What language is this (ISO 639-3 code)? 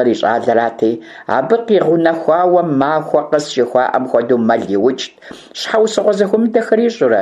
kbd